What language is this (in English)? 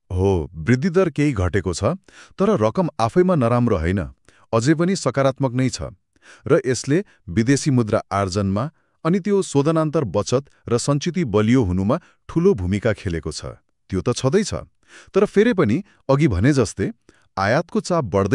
Nepali